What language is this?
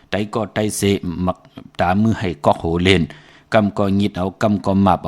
Shan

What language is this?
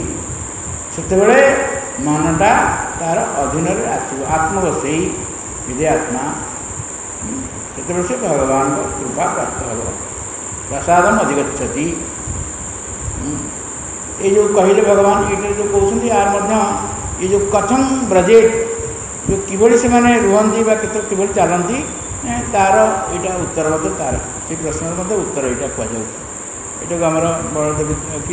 Odia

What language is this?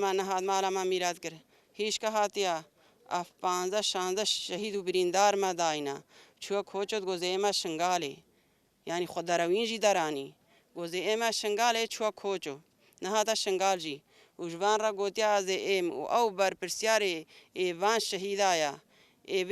Kurdish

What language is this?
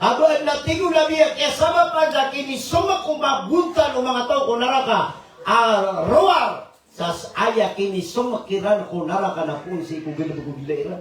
Maranao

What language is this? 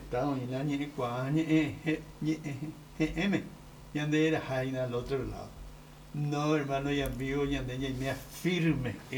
Guarani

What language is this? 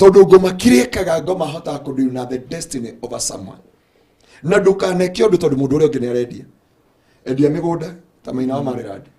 Kikuyu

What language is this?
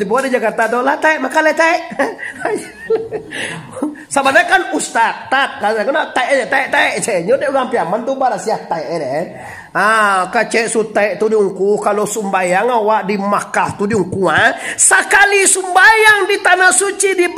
Minangkabau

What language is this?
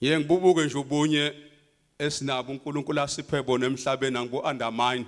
Zulu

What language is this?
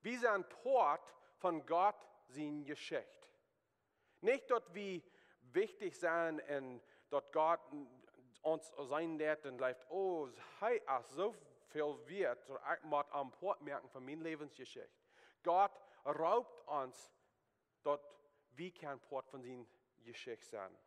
Plautdietsch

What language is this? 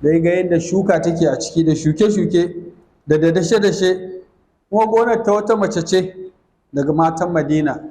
Hausa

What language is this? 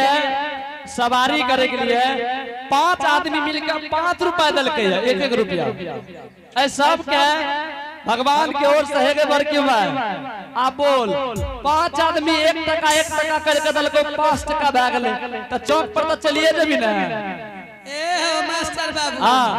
Angika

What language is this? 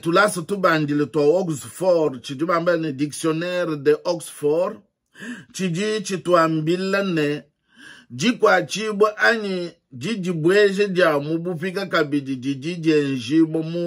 Luba-Lulua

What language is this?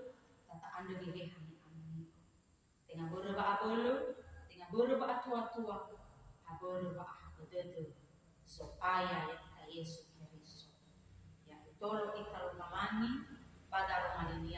Nias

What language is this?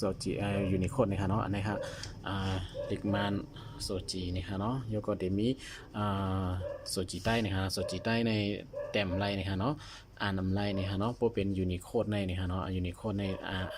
Shan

